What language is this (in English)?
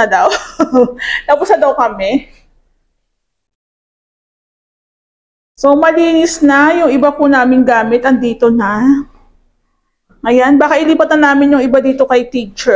Filipino